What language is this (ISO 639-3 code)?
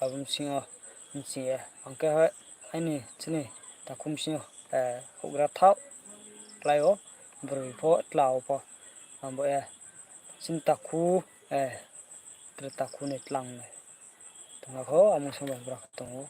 ria